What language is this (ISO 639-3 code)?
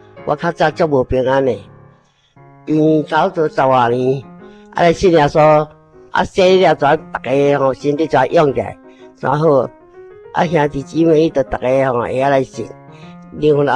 nan